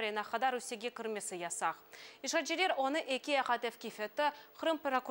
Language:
Crimean Tatar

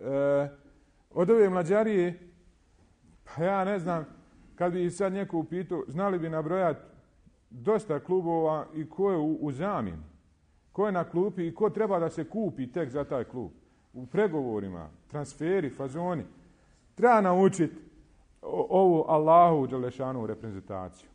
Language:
Bosnian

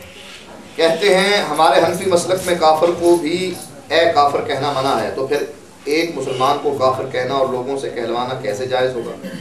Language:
Urdu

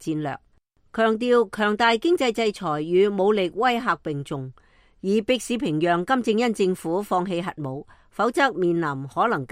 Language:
Cantonese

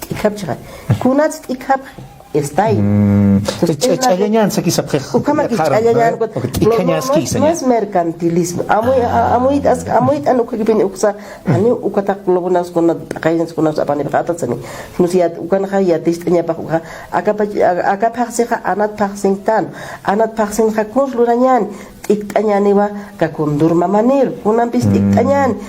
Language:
Aymara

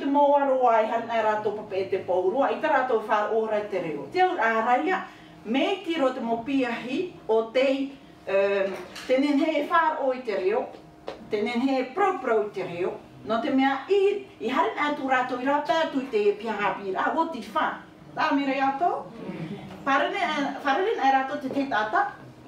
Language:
Tahitian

